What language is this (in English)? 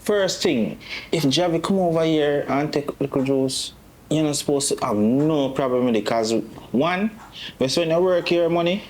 Jamaican Creole English